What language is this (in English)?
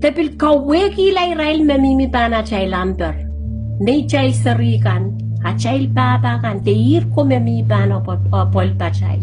Pohnpeian